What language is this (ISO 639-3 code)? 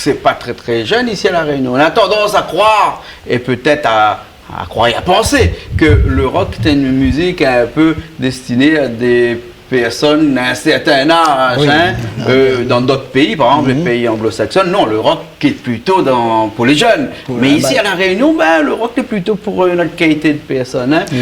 rcf